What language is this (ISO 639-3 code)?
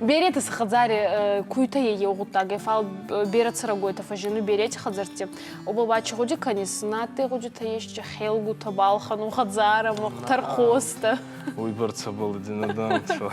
oss